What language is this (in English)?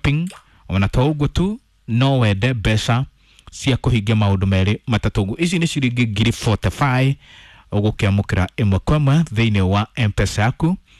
Kikuyu